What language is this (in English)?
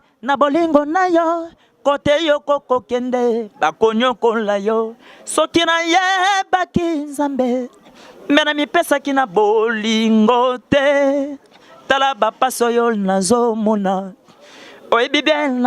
Lingala